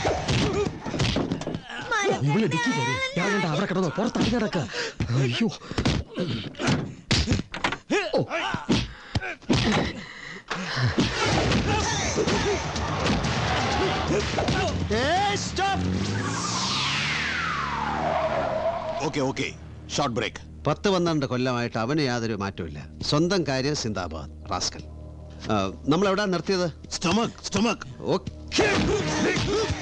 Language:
Malayalam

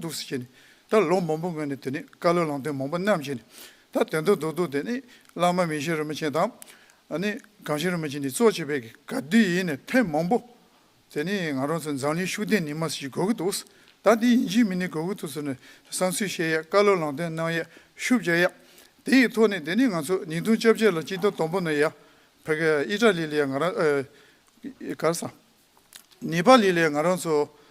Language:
Tibetan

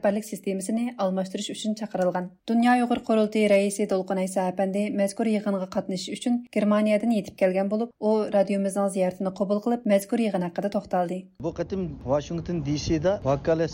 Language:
Uyghur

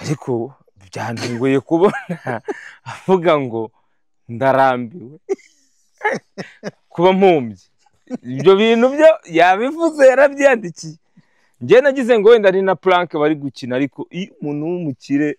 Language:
Kinyarwanda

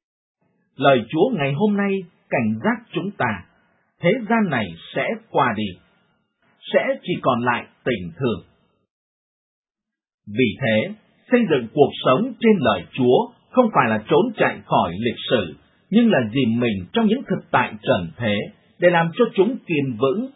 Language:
Vietnamese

